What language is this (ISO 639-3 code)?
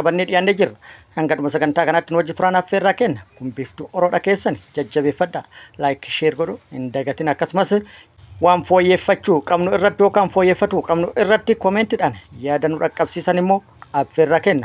orm